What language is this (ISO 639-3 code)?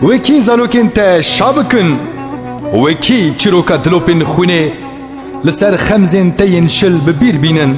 kur